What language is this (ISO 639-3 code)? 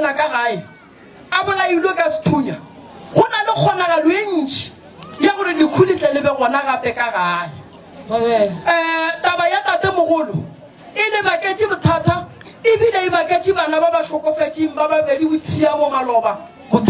nso